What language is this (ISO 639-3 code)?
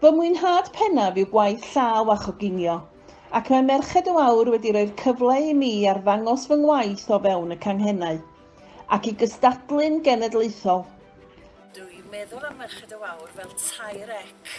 cym